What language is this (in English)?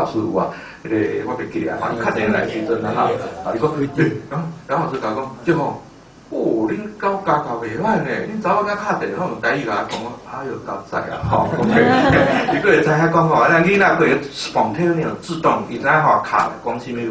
Min Nan Chinese